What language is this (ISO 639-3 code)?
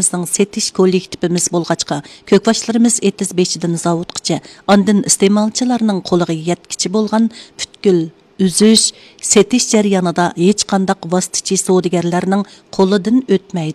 uig